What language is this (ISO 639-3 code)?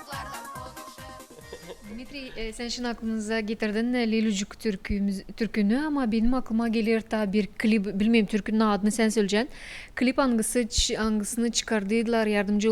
gag